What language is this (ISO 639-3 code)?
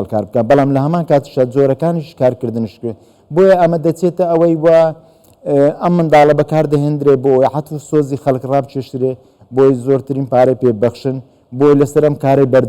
ckb